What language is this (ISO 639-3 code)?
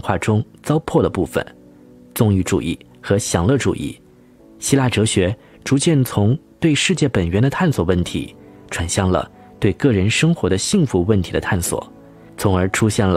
zho